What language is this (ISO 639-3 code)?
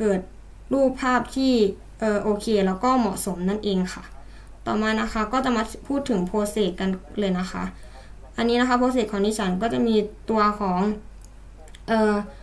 tha